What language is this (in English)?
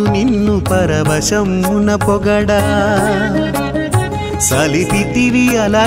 Telugu